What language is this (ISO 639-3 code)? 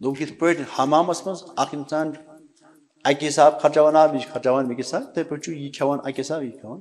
kas